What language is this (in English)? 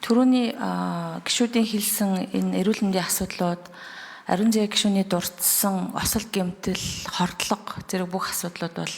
Mongolian